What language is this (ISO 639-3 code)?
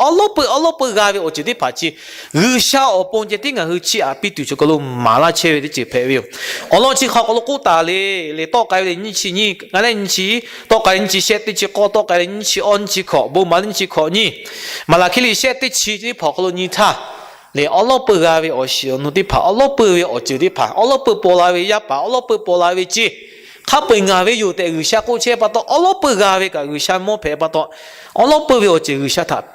lhu